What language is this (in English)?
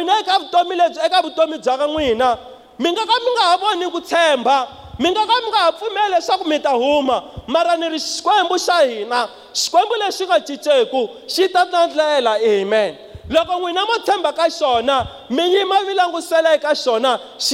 Tsonga